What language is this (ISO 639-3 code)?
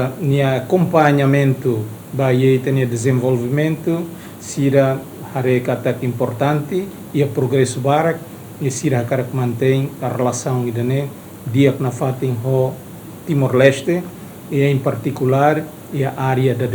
tet